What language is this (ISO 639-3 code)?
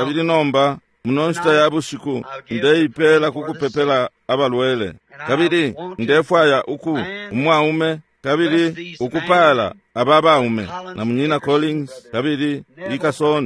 bem